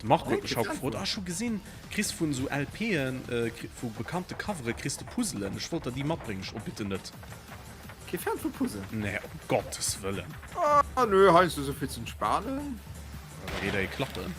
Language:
Luxembourgish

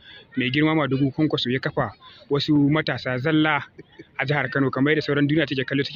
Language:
Hausa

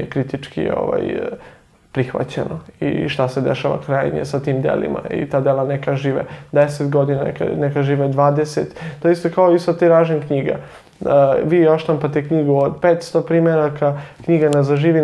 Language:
Serbian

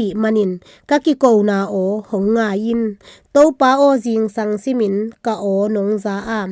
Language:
Tedim Chin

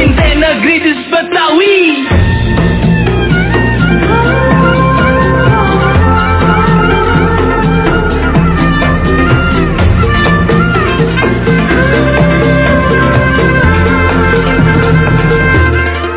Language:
Indonesian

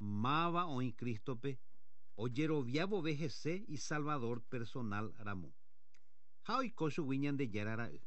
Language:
Guarani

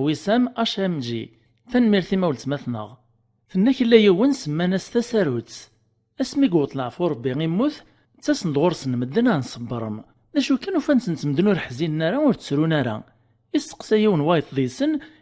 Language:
Kabyle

